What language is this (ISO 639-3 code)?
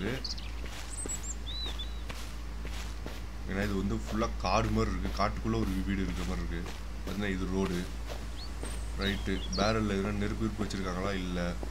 tam